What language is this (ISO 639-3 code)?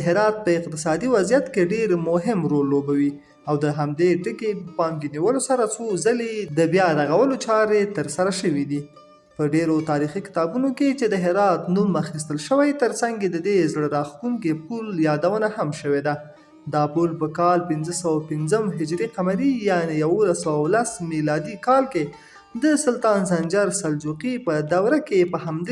pus